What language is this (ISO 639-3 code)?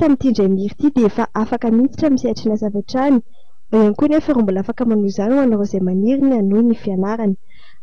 mlg